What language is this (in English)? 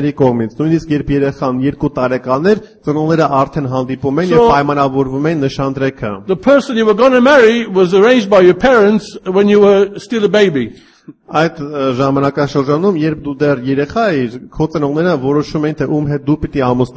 Armenian